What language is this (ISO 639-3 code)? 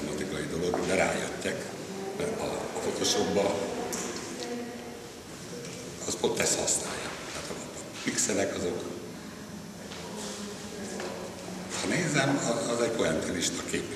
hun